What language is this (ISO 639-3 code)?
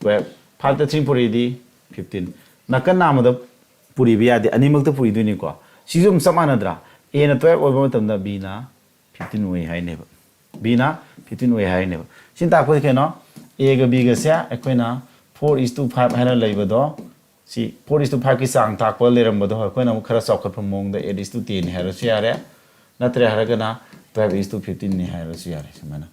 mni